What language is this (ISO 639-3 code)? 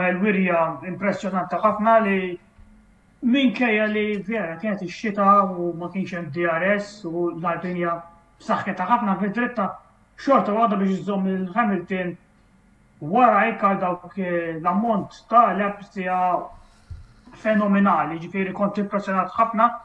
mlt